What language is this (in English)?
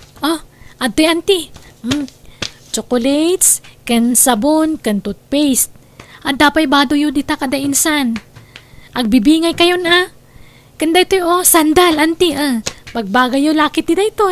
Iloko